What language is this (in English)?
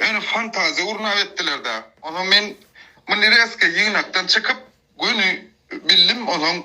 Turkmen